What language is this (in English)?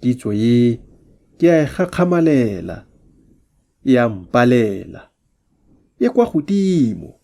Tswana